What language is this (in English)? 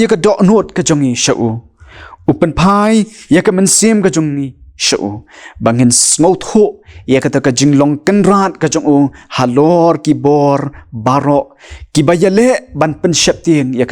Khasi